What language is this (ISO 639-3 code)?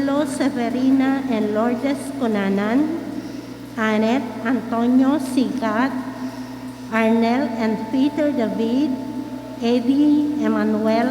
pam